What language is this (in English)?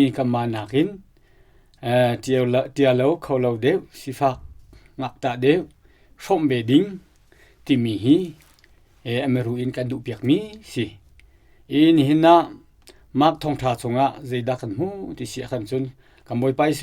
Hakha Chin